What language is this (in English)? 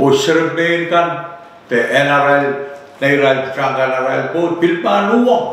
Pohnpeian